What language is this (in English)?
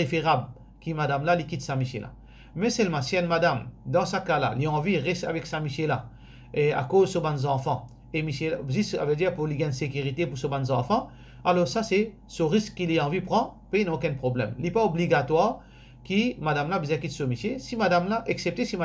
Morisyen